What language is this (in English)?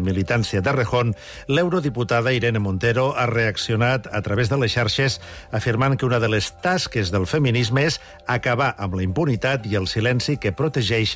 Catalan